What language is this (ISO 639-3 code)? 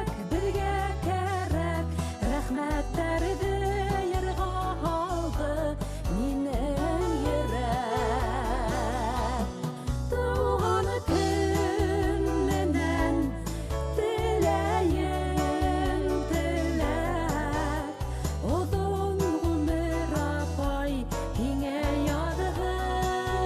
bak